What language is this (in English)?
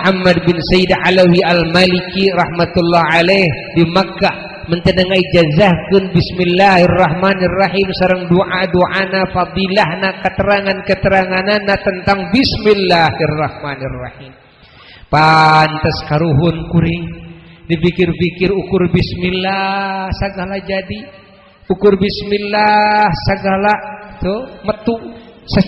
Sundanese